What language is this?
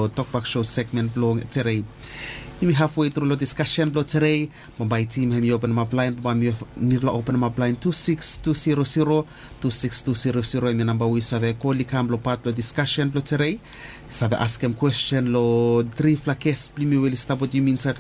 Bislama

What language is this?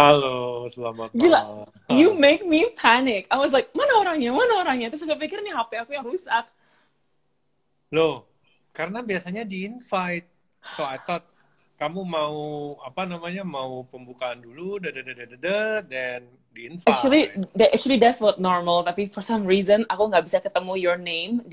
Indonesian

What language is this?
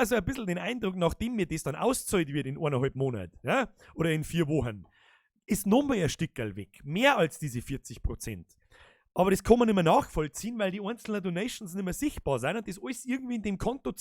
Bavarian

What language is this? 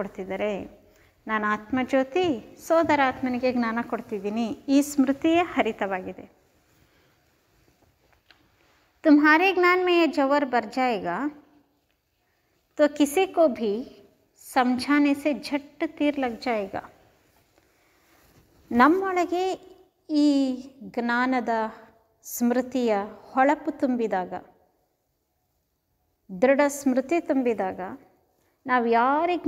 Kannada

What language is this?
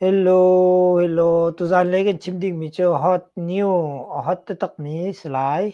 Hakha Chin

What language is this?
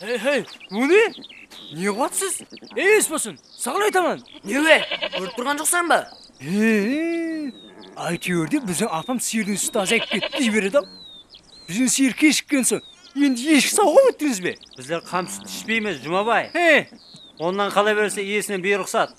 Kara-Kalpak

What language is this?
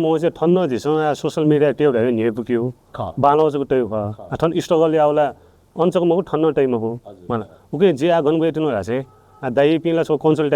Newari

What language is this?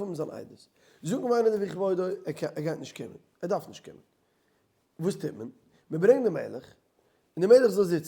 Yiddish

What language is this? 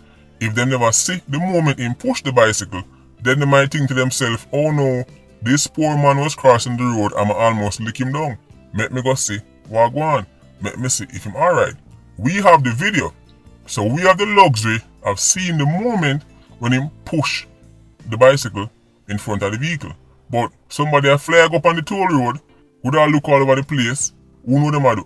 Jamaican Creole English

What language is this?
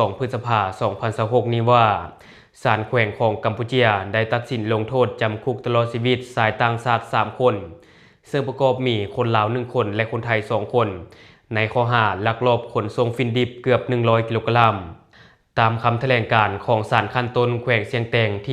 Lao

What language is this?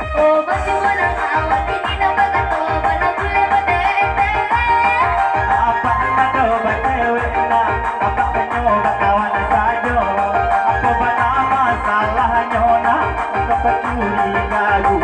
Minangkabau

